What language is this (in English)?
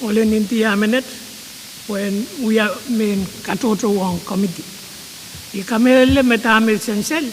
Pohnpeian